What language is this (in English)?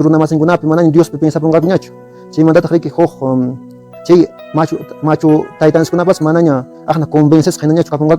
Quechua